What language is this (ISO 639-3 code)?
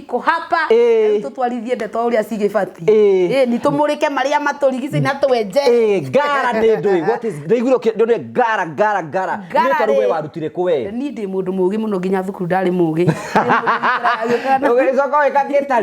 kik